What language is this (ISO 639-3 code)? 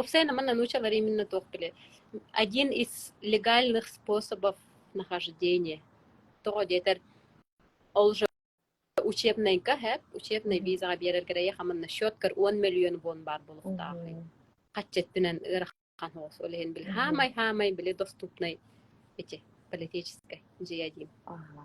sah